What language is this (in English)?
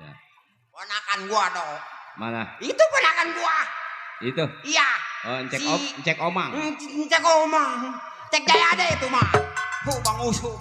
Betawi